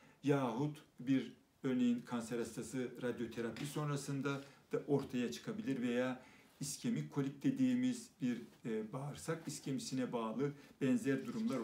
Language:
Turkish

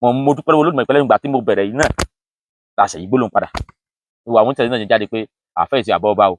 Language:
Yoruba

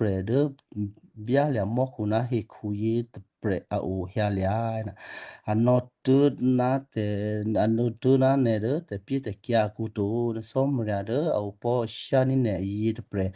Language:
Western Kayah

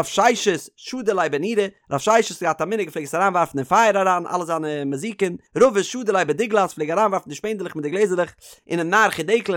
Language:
Yiddish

